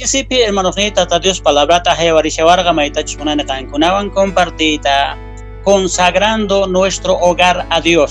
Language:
South Bolivian Quechua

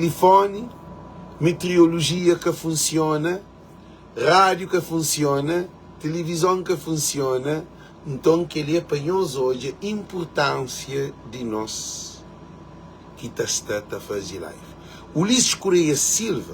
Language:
Kabuverdianu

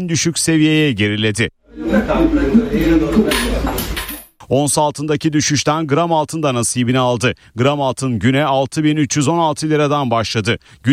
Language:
Turkish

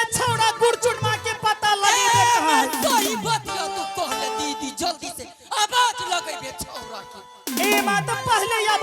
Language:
Angika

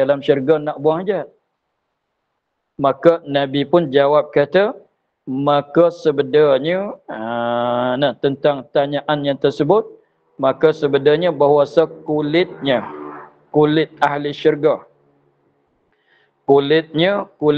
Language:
Malay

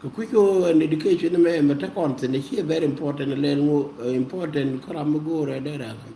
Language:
Nuer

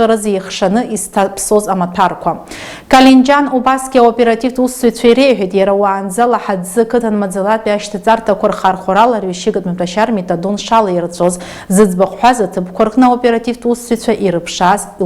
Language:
Abkhazian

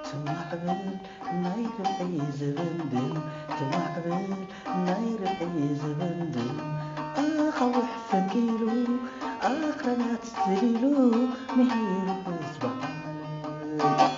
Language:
Tigrinya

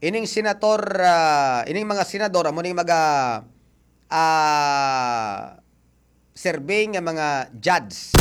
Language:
Hiligaynon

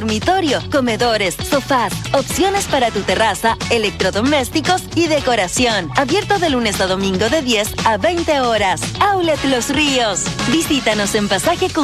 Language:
Spanish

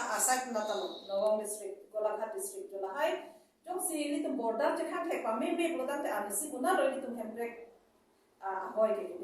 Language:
Karbi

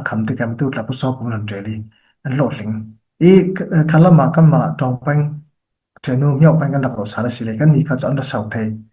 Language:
Falam Chin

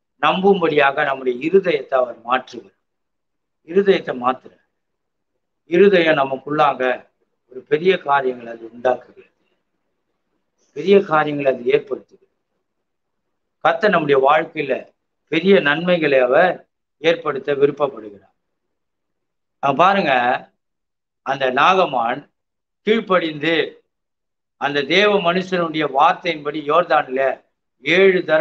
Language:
Tamil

